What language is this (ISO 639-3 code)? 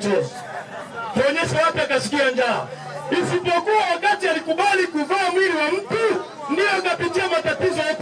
swa